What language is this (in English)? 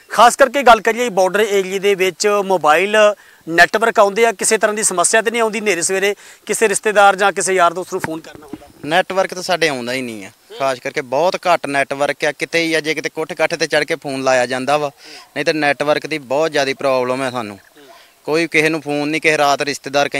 Punjabi